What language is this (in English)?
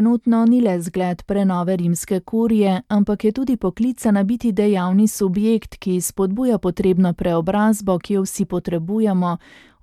Slovenian